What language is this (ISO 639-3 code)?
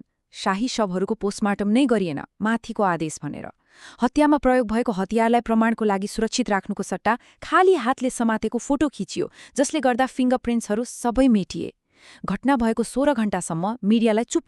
nep